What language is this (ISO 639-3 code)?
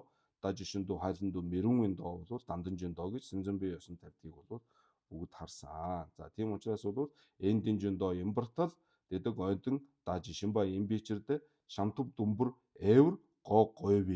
mon